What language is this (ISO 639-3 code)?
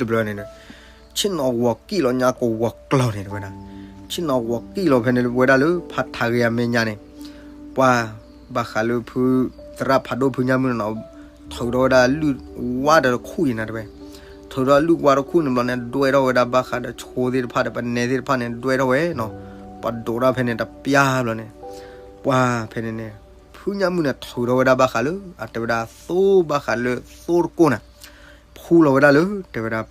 ksw